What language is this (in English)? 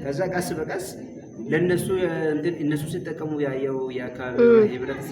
Amharic